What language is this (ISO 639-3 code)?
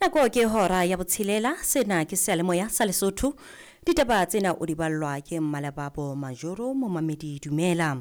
sot